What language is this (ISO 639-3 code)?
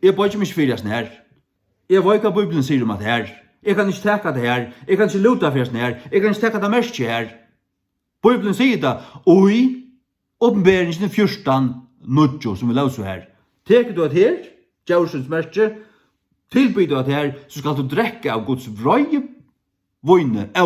fao